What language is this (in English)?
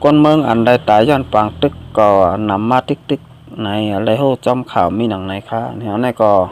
Shan